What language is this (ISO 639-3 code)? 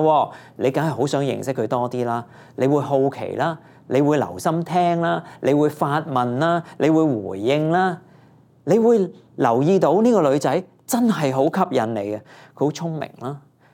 yue